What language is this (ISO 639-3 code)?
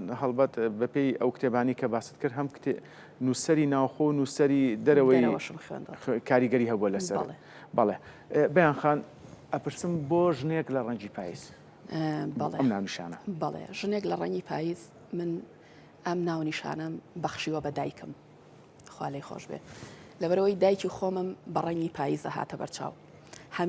ckb